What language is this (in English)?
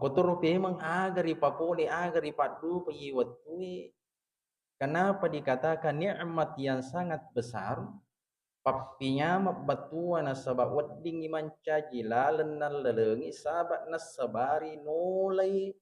Buginese